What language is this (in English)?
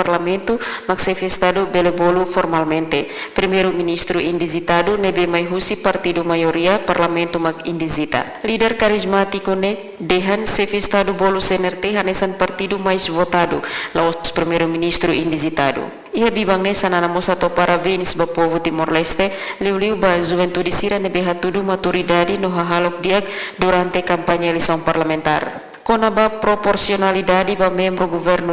Tetum